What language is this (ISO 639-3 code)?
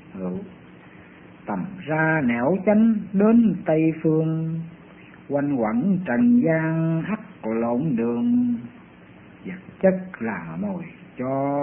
vie